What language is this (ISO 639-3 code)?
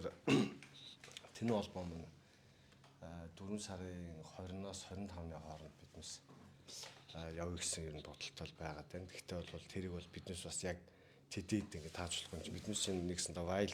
mon